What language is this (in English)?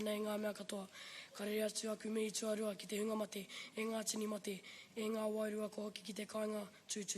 Māori